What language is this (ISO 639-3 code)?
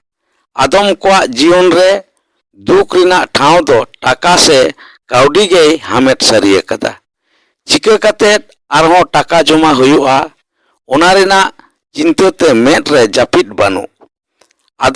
sat